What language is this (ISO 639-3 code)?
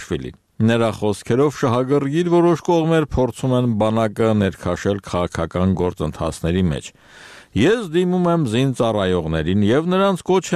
hye